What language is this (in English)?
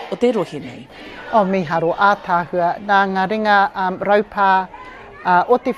Māori